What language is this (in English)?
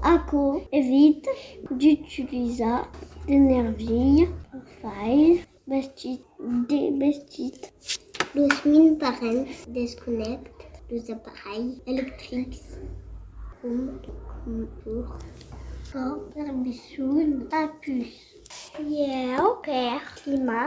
Occitan